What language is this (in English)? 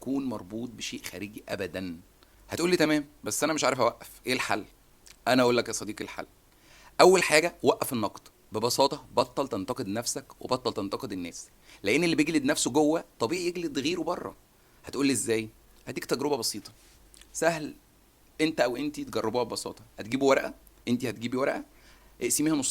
Egyptian Arabic